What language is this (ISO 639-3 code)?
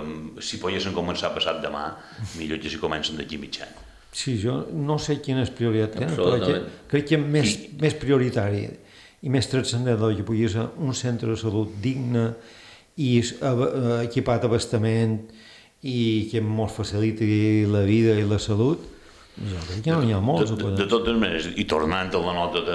cat